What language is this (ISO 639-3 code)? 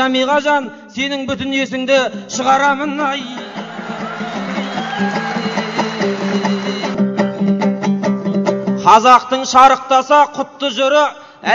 kaz